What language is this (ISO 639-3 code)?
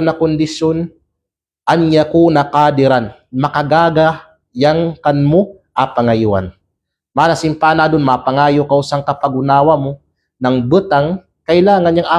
kqe